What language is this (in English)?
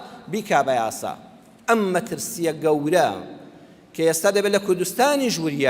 Central Kurdish